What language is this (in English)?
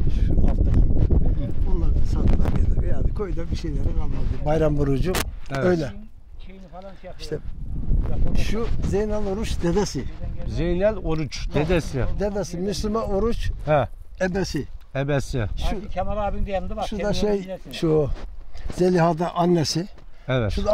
Turkish